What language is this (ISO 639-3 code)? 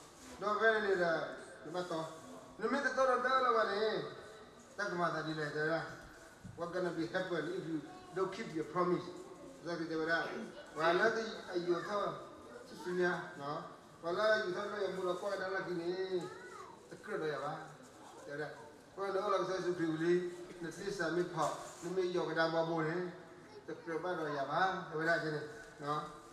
ksw